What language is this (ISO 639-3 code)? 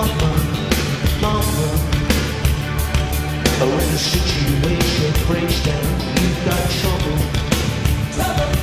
eng